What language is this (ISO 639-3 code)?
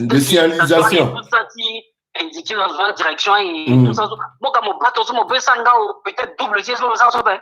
sag